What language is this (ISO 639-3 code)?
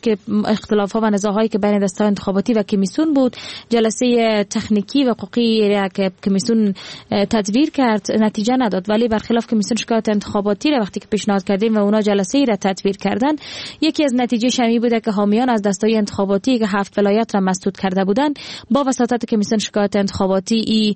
fas